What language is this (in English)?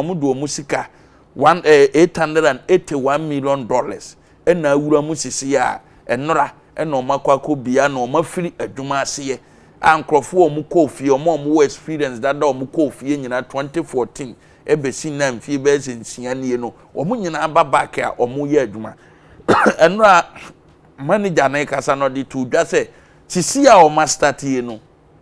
Akan